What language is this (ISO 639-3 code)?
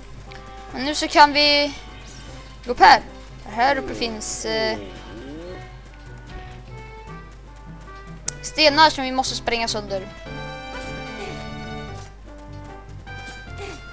swe